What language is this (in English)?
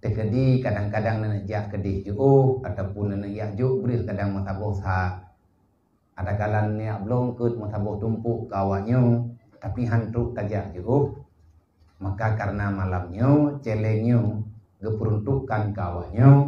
Achinese